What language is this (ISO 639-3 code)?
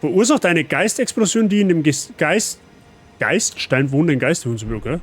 bar